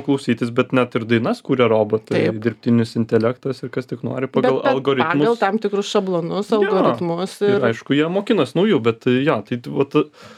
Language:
Lithuanian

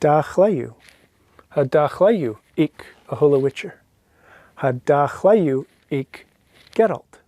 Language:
Scottish Gaelic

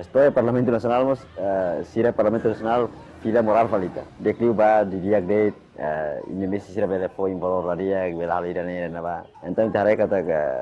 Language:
Tetum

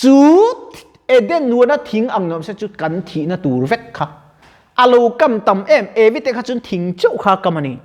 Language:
Mizo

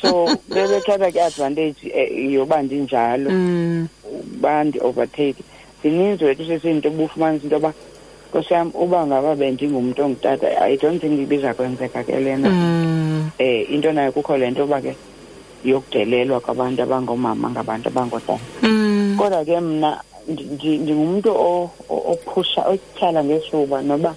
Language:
Xhosa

